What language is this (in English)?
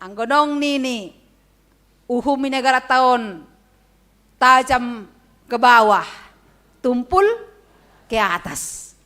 Batak Simalungun